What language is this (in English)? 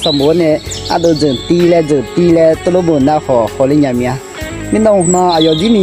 Akha